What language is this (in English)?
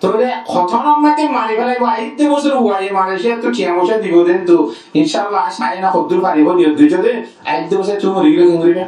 Rohingya